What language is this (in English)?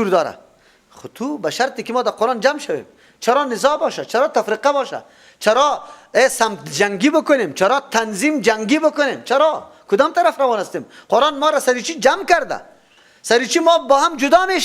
Persian